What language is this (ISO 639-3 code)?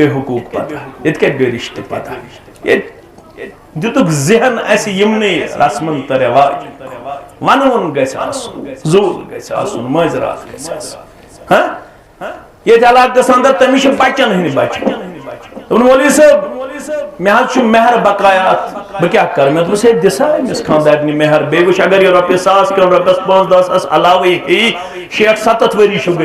kas